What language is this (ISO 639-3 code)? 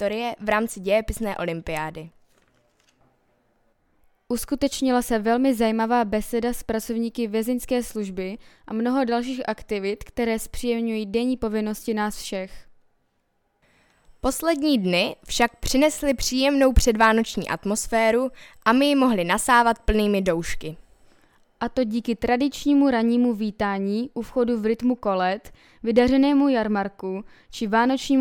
ces